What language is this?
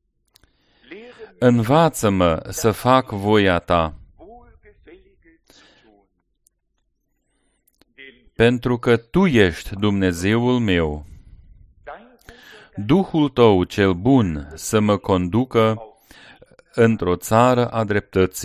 Romanian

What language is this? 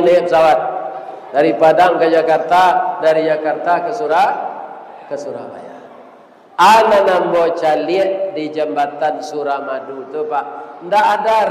Minangkabau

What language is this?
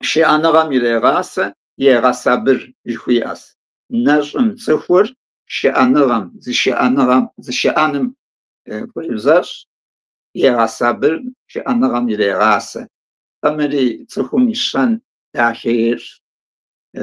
Kabardian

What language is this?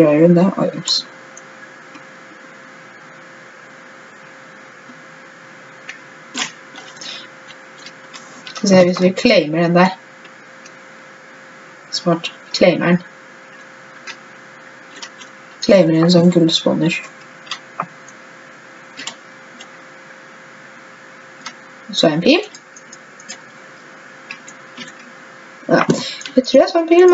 Norwegian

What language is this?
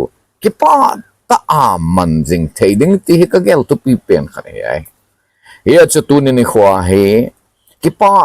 Thado Chin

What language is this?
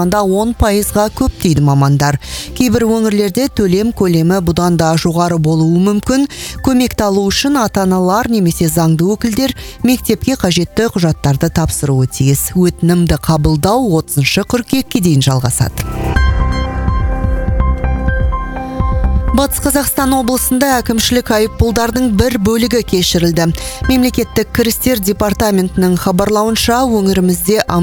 Kazakh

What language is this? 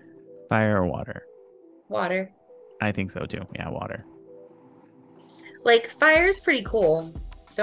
English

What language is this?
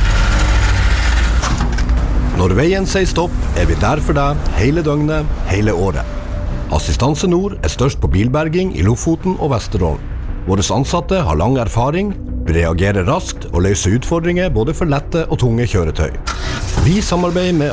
Norwegian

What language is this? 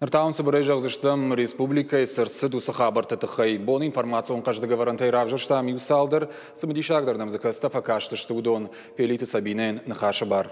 Ossetic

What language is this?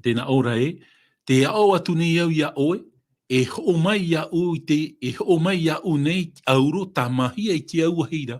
Tahitian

